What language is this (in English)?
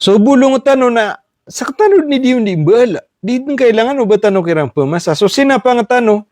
Maranao